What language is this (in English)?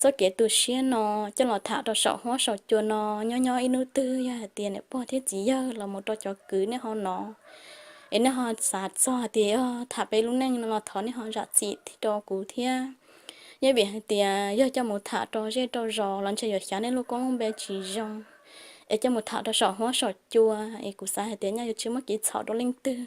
Hmong